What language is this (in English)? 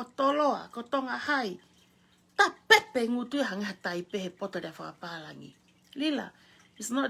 Tongan